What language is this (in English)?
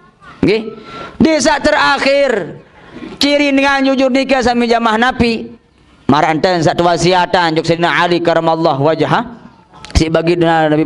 Sasak